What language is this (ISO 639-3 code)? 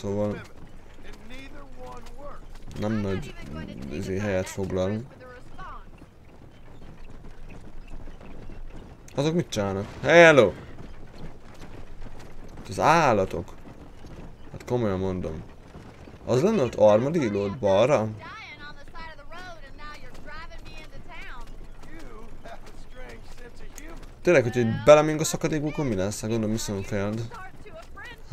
hun